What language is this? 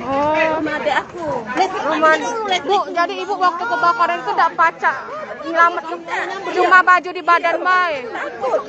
Musi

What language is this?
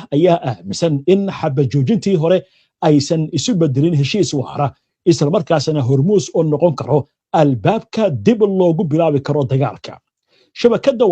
Somali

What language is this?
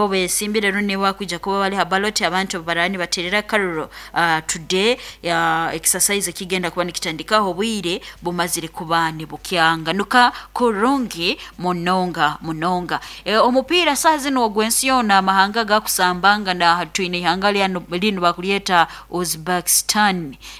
Nyankole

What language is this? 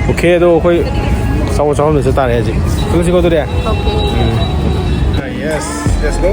Manipuri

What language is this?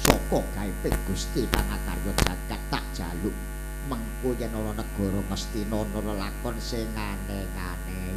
Javanese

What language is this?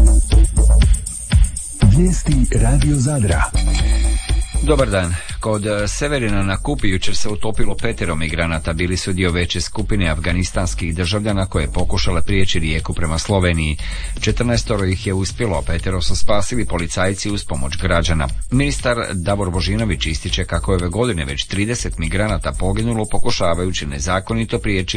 Croatian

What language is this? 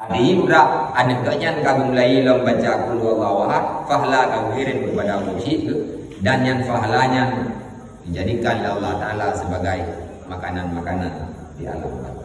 Achinese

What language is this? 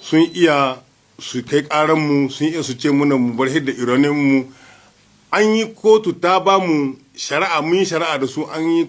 Hausa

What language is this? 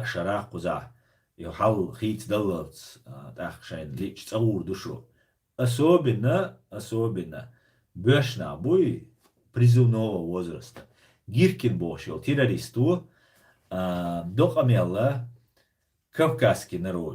Chechen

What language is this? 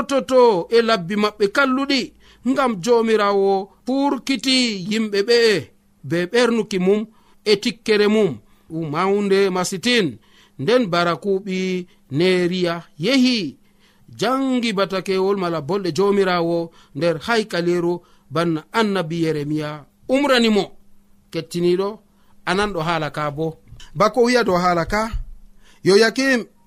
Nigerian Fulfulde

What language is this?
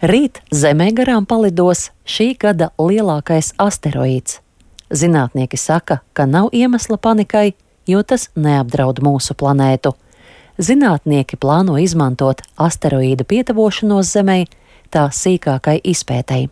Latvian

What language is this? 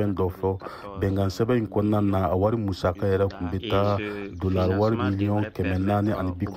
Bambara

